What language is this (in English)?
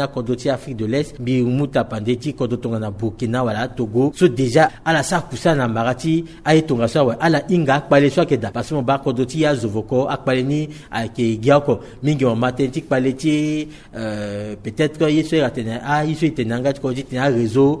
Sango